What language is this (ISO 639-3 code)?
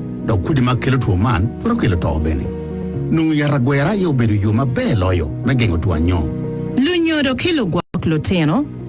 ach